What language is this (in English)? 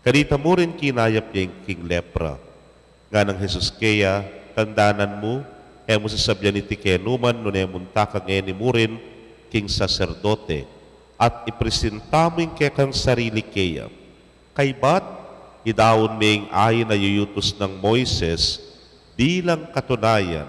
Pampanga